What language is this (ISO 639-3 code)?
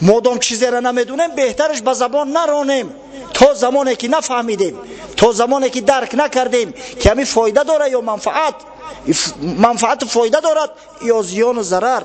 tgk